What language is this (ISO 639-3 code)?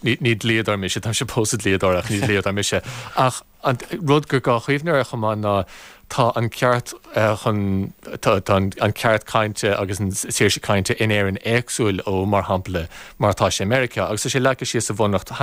gle